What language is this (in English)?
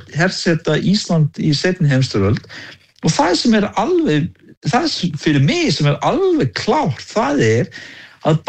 Icelandic